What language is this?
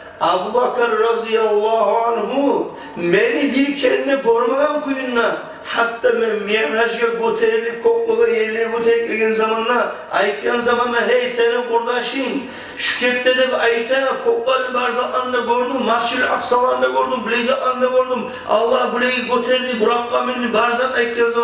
Kumyk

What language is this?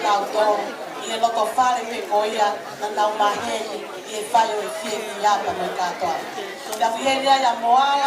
Tongan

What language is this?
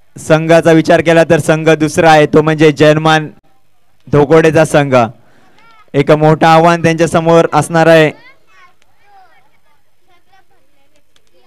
Marathi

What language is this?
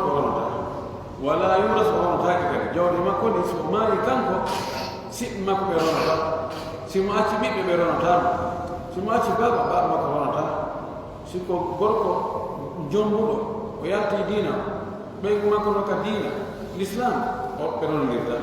Pular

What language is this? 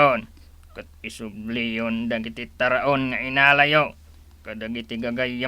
Iloko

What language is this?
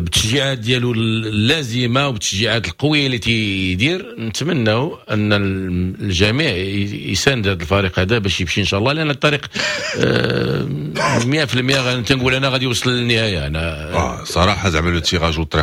Moroccan Arabic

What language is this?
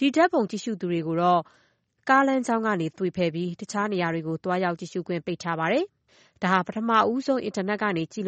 Burmese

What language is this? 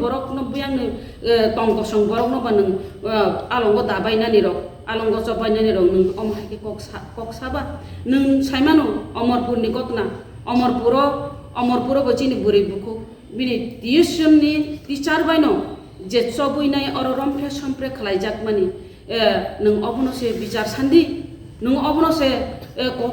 Kok Borok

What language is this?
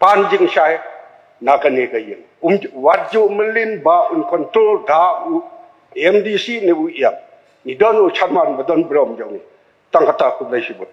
Khasi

